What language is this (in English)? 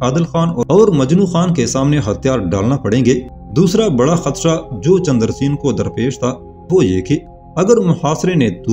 Urdu